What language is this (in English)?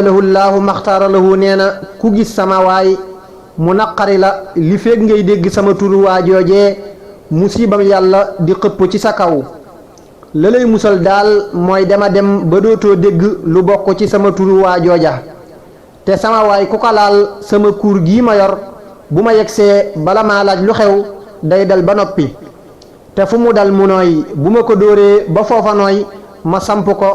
Wolof